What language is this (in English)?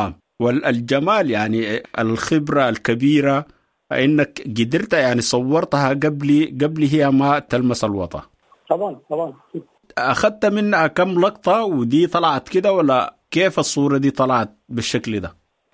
Sudanese Arabic